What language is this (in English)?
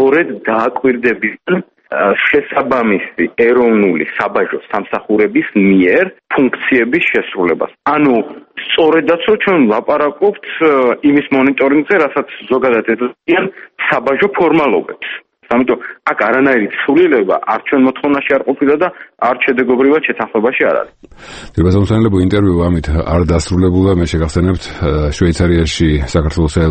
Georgian